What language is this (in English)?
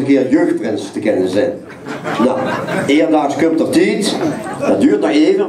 Limburgish